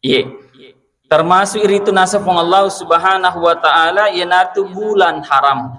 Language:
Buginese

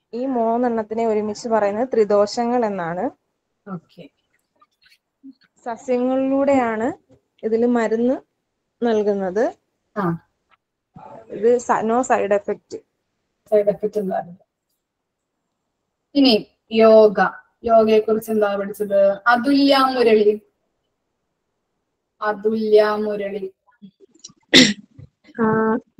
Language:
Malayalam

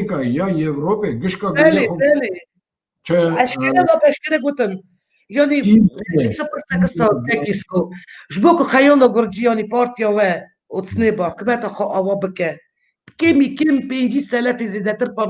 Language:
Kurdish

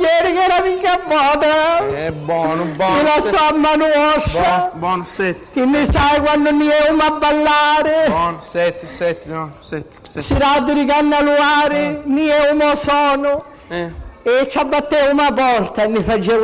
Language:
Sicilian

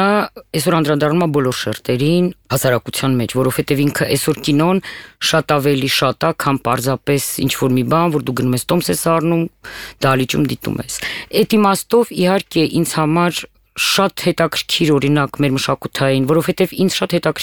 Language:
Armenian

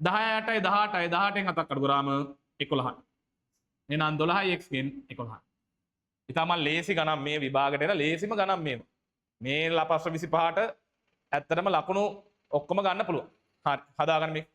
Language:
Sinhala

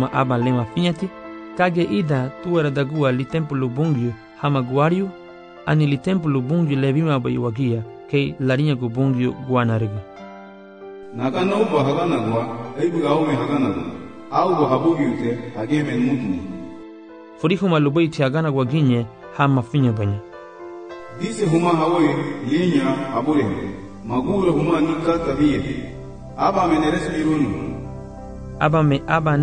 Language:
Garifuna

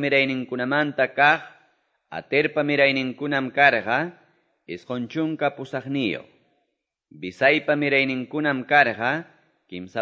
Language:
Quechua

